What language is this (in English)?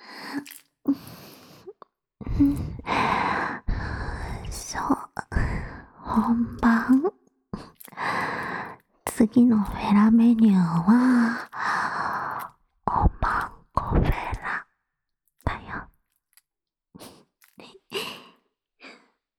Japanese